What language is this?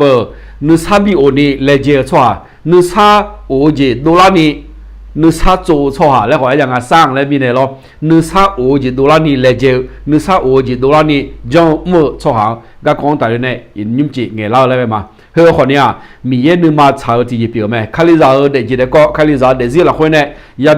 Akha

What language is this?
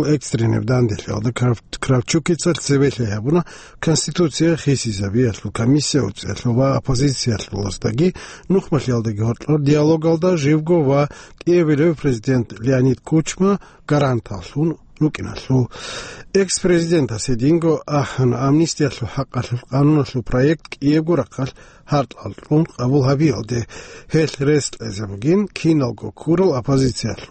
Avaric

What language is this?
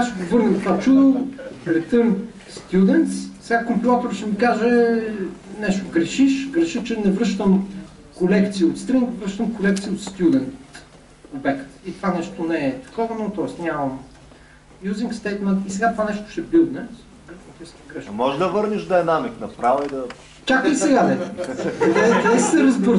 Bulgarian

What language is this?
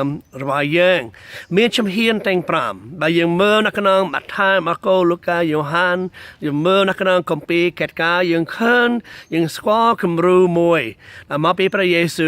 Khmer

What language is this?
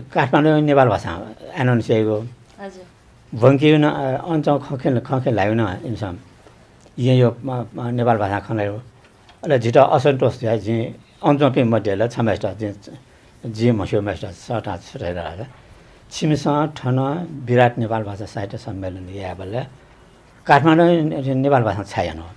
Newari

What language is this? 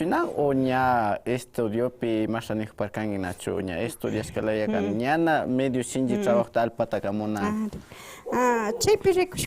Imbabura Highland Quichua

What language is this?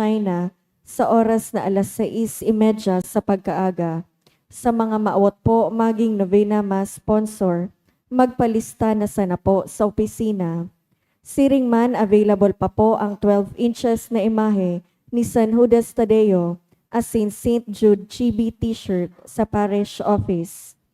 Bikol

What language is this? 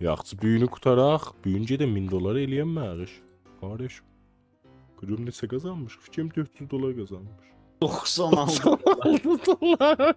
South Azerbaijani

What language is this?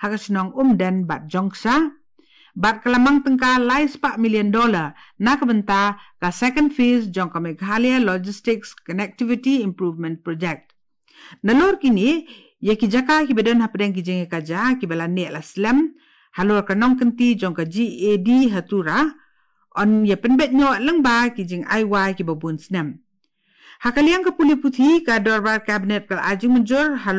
Khasi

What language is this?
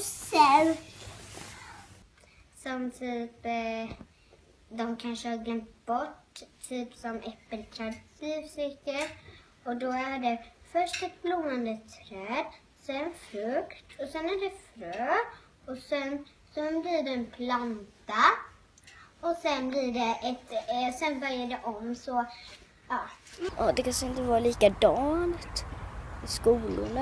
Swedish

